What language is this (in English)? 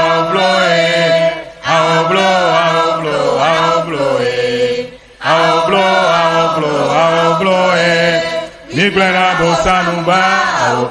Ewe